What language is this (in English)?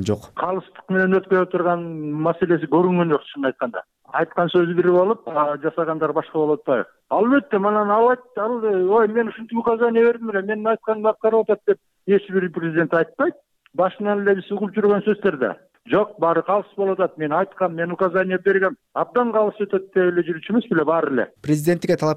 Kyrgyz